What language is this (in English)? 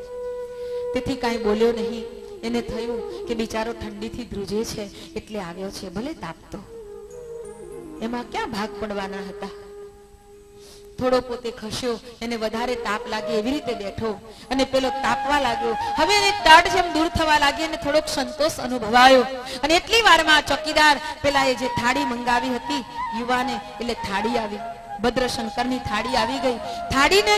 Gujarati